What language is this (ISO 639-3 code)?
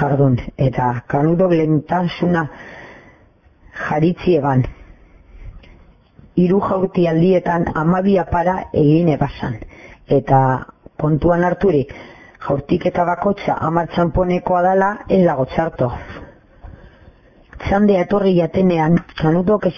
eus